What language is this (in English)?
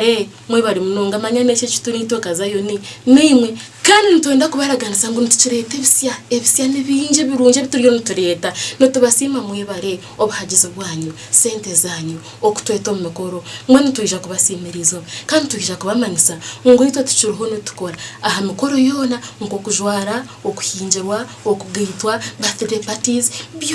Nyankole